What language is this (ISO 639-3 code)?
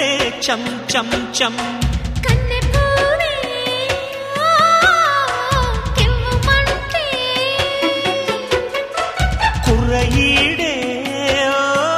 tel